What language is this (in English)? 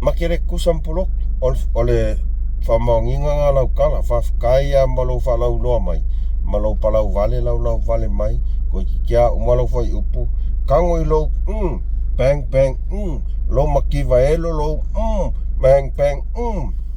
Samoan